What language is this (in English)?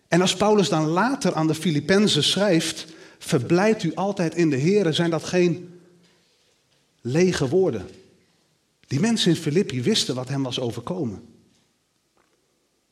Dutch